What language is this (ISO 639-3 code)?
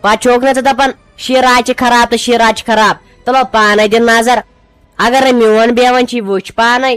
kas